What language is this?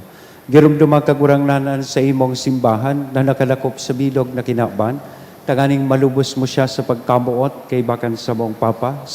Bikol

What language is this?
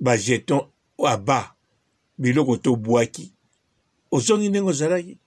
Lingala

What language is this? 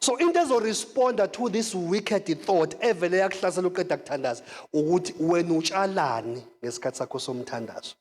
Zulu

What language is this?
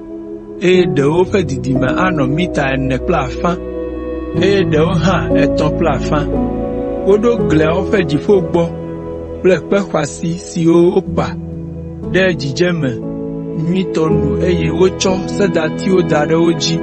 Ewe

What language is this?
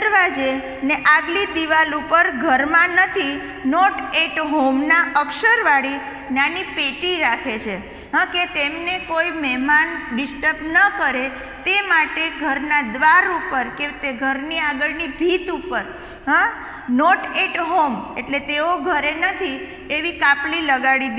Gujarati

